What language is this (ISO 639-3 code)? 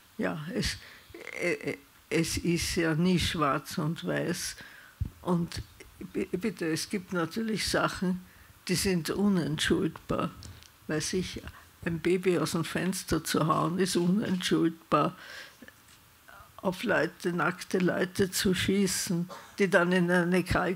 deu